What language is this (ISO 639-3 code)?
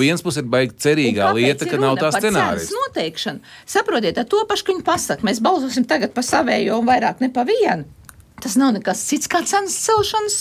lav